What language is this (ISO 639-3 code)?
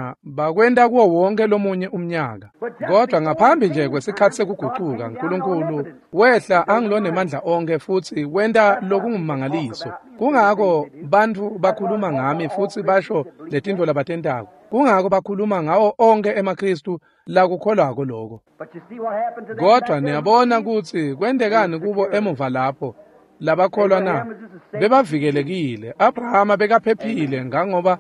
ssw